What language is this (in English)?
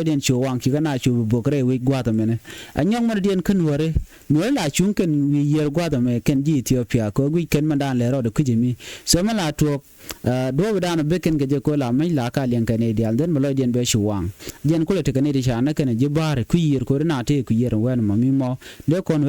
Nuer